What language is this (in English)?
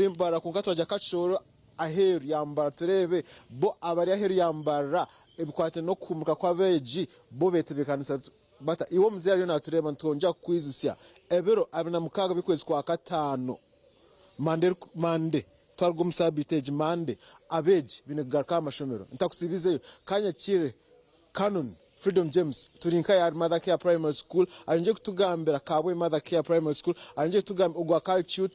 Nyankole